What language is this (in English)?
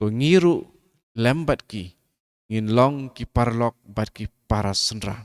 Khasi